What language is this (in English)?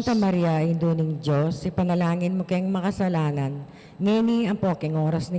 Pampanga